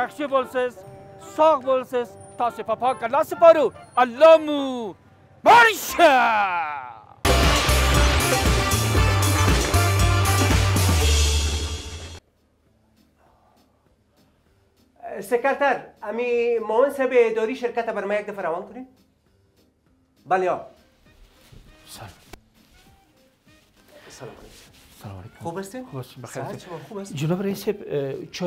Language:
Persian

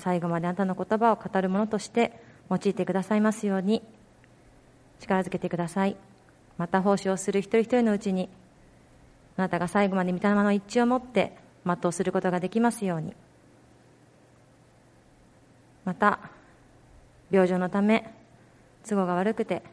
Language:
Japanese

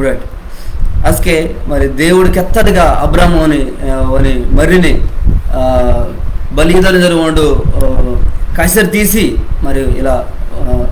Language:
Koya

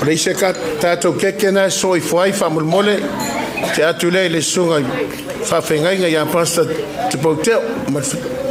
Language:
Samoan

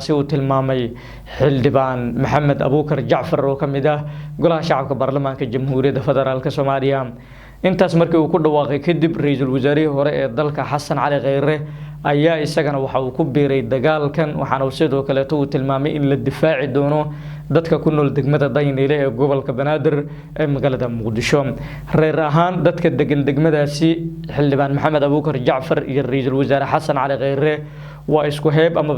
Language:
Somali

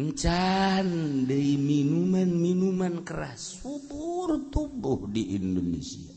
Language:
Sundanese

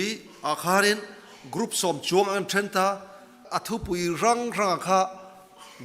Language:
Mizo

